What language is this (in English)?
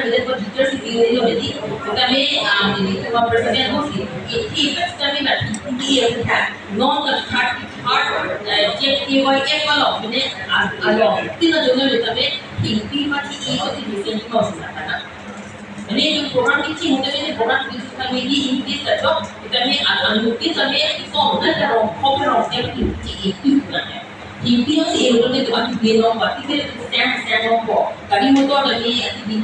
Karbi